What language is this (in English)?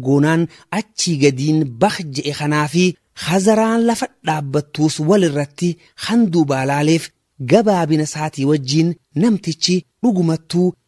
Oromo